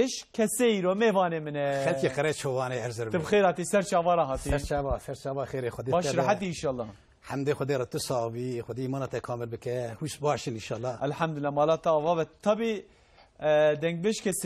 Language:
Kurdish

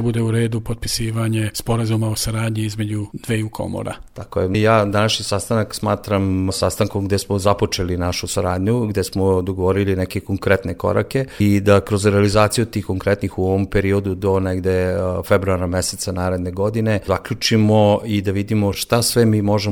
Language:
Serbian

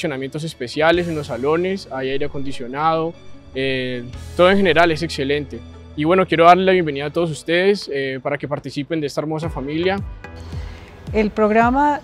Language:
Spanish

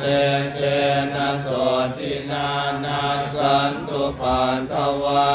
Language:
Pali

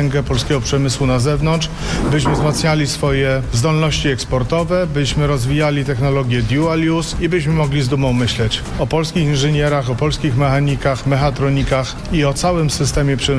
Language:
Polish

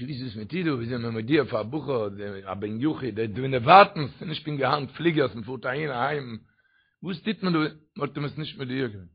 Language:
Yiddish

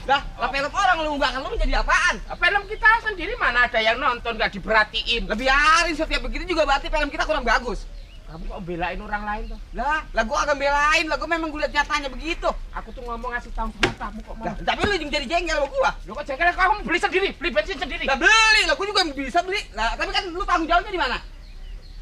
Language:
Betawi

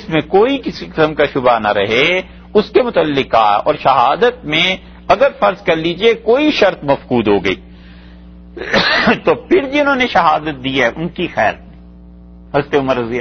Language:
Urdu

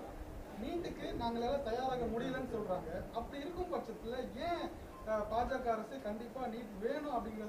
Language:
Tamil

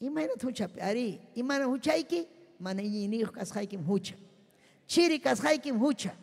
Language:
Ayacucho Quechua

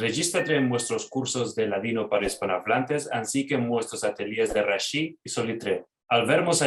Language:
Ladino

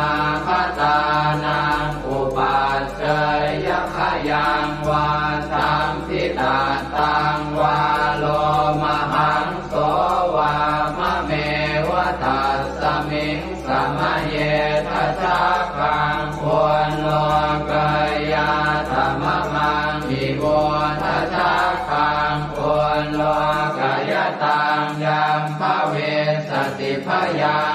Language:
Pali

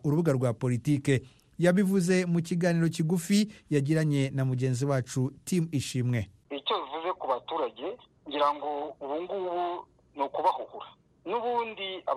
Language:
Kinyarwanda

